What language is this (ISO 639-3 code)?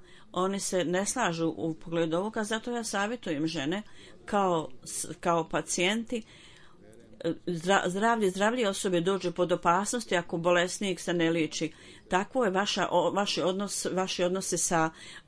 bos